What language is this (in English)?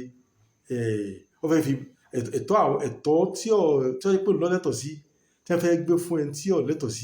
Yoruba